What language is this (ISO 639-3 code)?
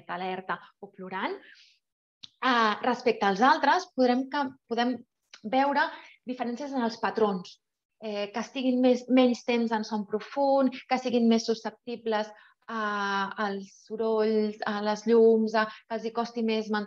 cat